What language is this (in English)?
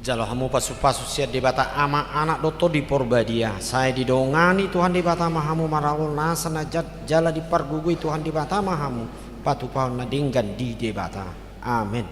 Batak Toba